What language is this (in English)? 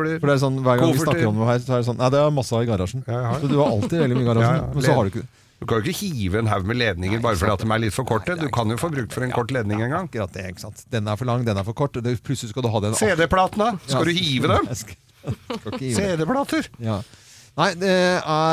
Norwegian